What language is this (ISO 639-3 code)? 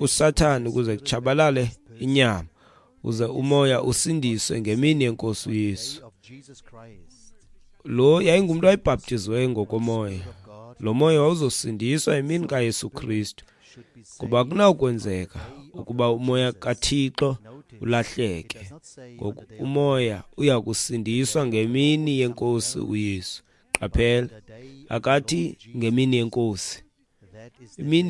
xho